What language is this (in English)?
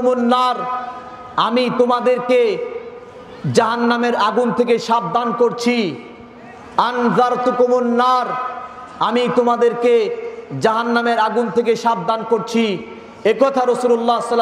Bangla